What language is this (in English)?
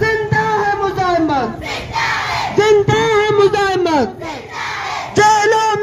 Eastern Balochi